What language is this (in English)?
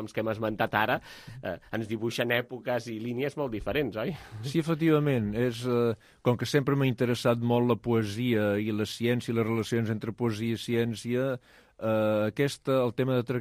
Catalan